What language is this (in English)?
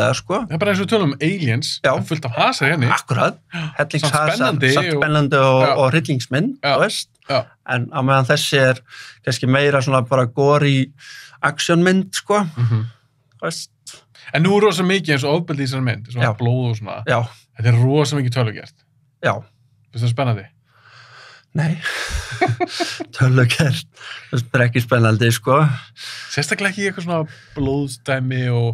Icelandic